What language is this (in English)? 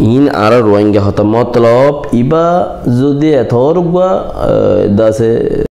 Rohingya